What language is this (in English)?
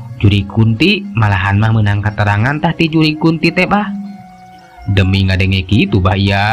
Sundanese